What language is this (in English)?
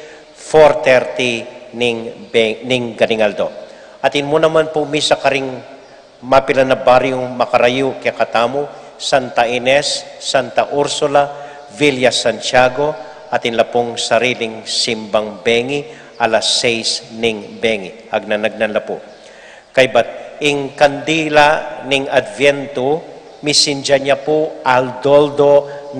Pampanga